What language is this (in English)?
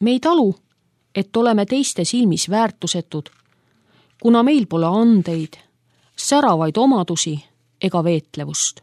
Estonian